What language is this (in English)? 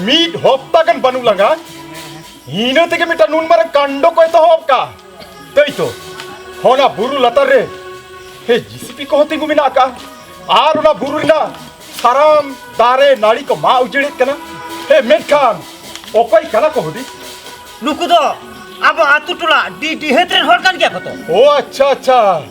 Santali